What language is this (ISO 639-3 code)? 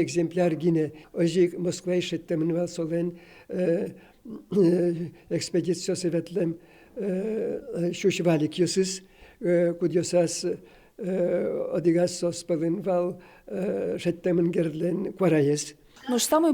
udm